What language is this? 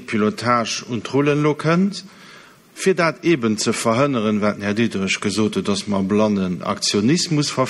Luxembourgish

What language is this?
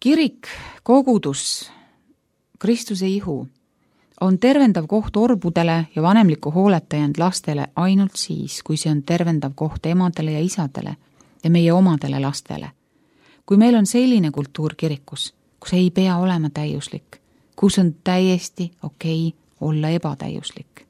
Estonian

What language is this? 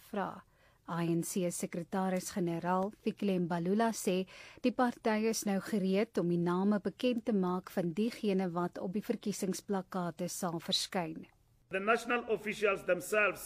Afrikaans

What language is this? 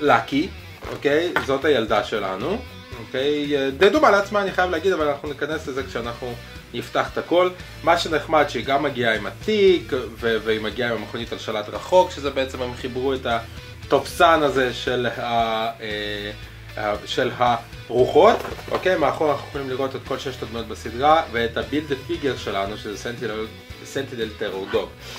Hebrew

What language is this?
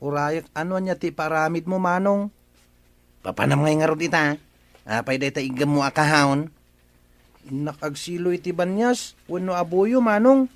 Iloko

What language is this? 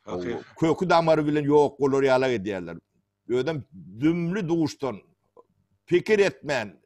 Turkmen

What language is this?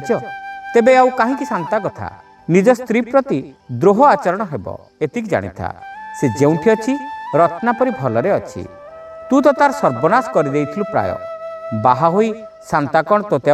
Odia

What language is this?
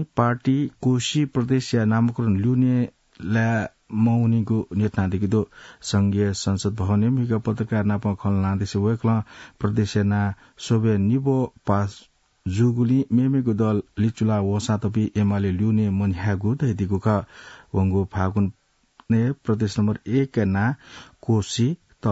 Newari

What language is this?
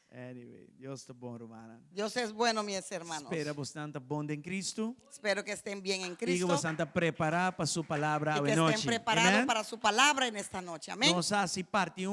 Papiamento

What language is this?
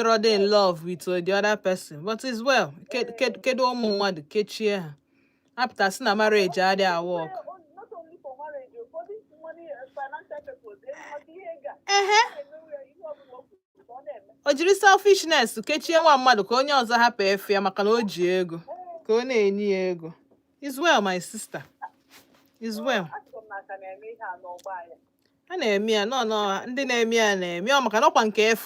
Igbo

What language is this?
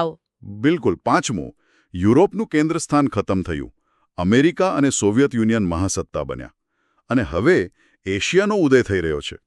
Gujarati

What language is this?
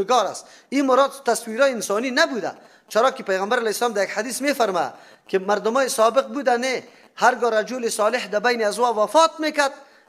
Persian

